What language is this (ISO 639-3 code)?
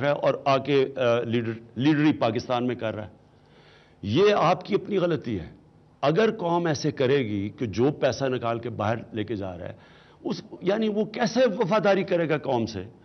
urd